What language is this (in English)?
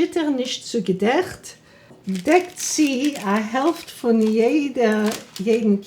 Yiddish